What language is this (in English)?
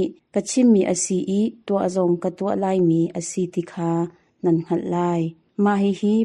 Hakha Chin